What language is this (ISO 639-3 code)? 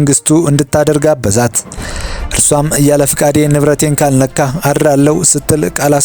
amh